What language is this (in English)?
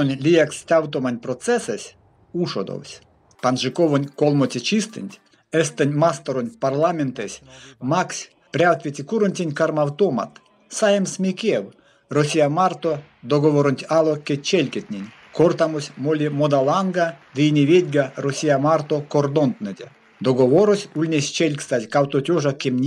Erzya